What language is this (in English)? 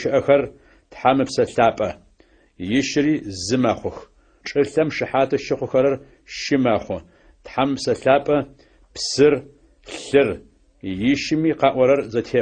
Adyghe